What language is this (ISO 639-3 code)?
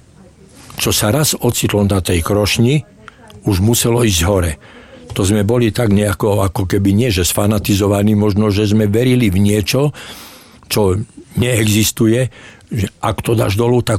slk